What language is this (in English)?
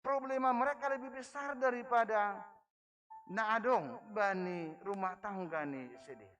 Batak Simalungun